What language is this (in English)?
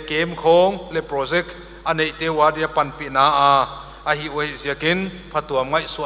Paite Chin